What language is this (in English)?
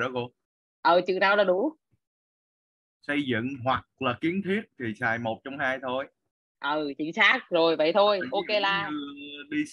Vietnamese